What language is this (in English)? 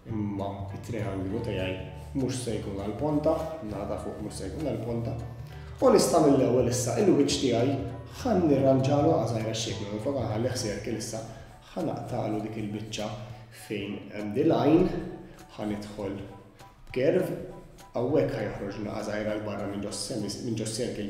Maltese